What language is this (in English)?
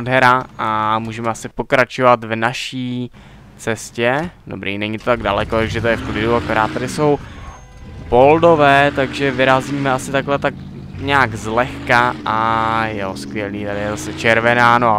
Czech